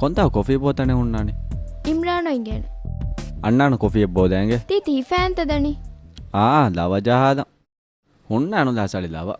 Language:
Divehi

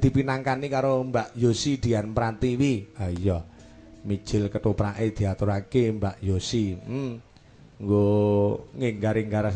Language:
Javanese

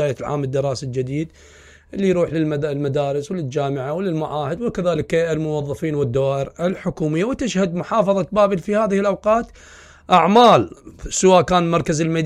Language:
Mesopotamian Arabic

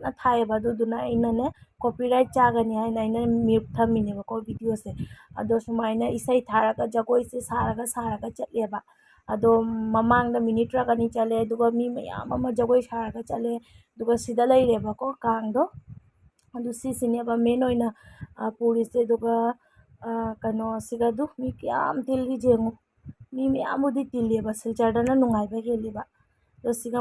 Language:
Manipuri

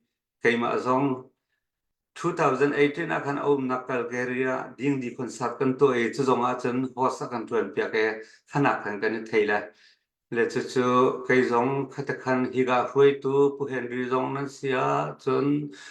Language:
Hakha Chin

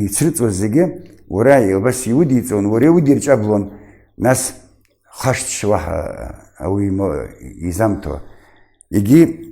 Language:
Abkhazian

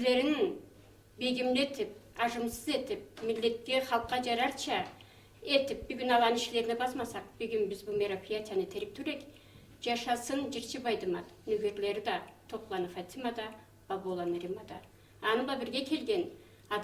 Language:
Karachay-Balkar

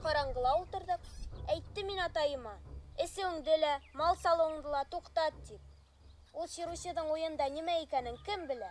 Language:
Bashkir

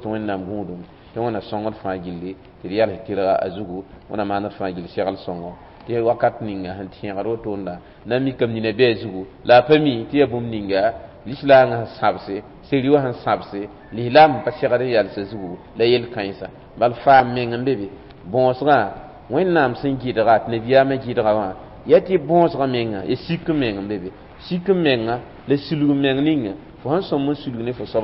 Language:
Mossi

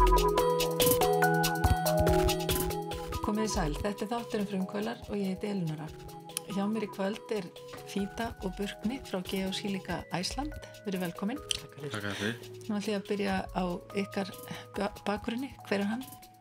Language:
Icelandic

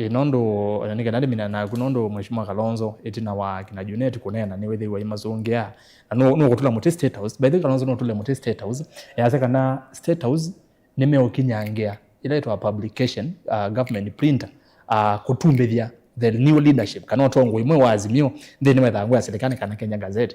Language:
Kamba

